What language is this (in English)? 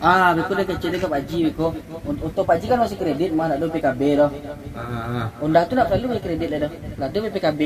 Minangkabau